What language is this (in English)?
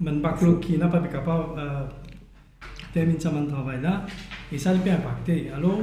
Morisyen